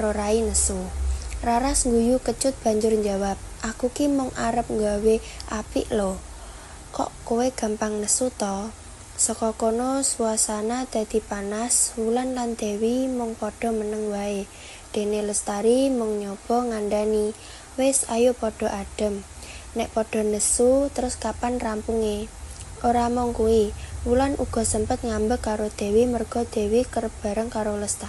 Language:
Javanese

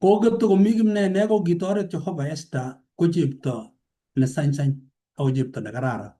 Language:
Kalenjin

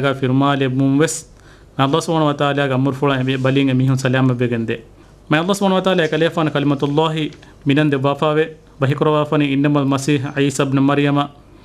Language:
Divehi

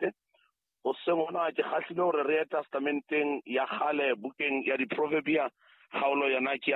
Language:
Southern Sotho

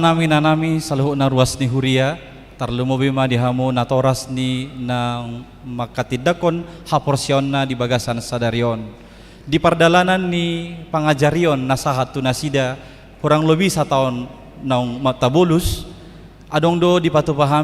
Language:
Batak Toba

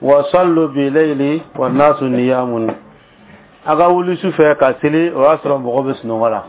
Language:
Dyula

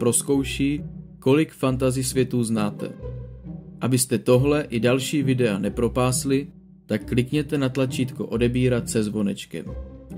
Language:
Czech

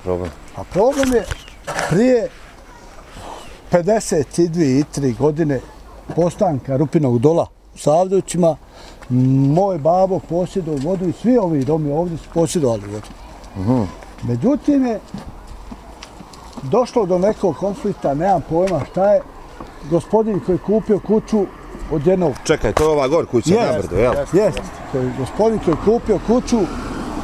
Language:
Bosnian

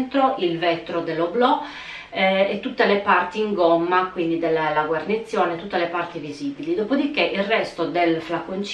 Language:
Italian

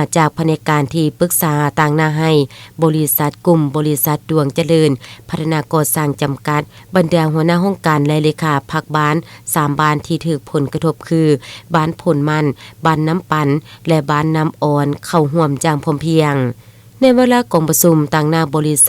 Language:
Lao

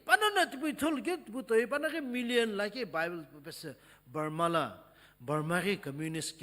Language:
Sumi Naga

